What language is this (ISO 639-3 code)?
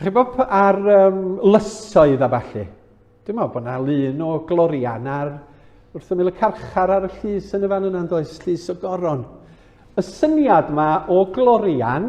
cym